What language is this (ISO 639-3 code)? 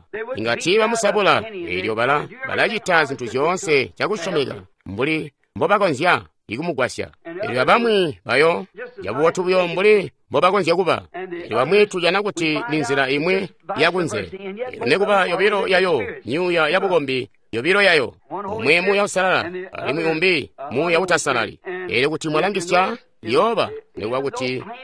toi